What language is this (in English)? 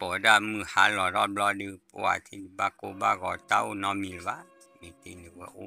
S'gaw Karen